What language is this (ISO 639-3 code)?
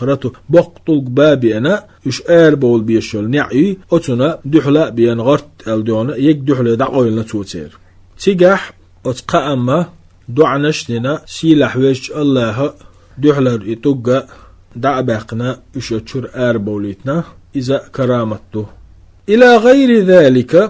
che